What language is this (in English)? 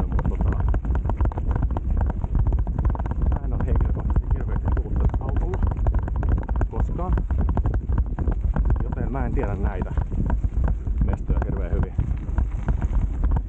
Finnish